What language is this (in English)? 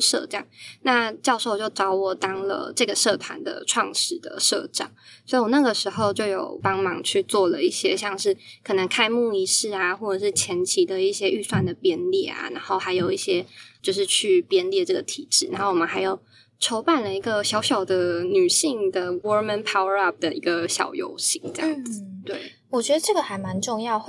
Chinese